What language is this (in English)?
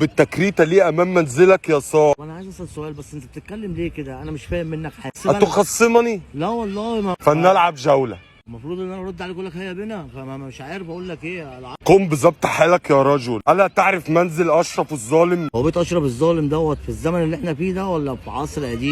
Egyptian Arabic